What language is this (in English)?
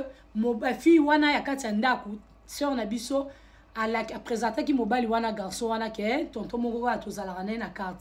Lingala